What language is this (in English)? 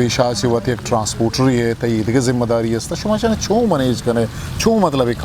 Eastern Balochi